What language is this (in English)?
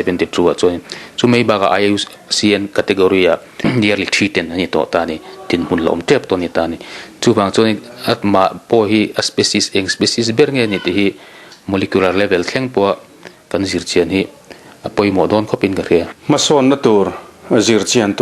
Mizo